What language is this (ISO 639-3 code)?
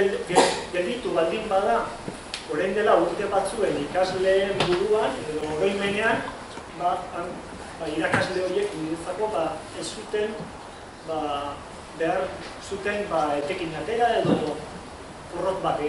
eus